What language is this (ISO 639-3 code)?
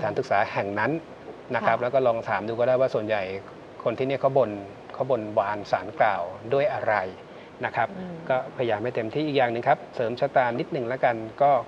tha